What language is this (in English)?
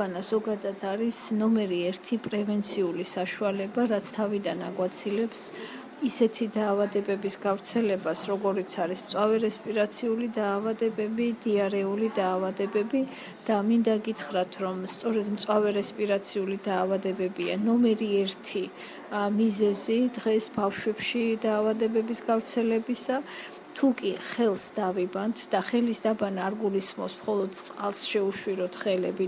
Georgian